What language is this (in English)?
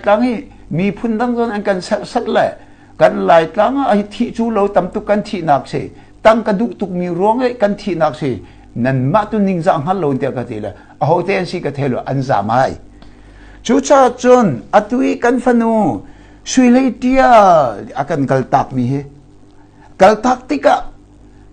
Hakha Chin